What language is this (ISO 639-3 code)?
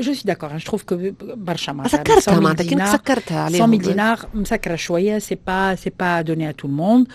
aeb